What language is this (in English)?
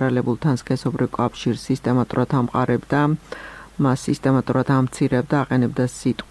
Georgian